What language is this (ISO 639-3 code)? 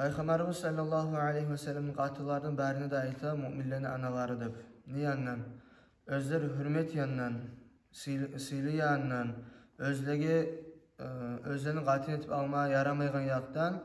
kum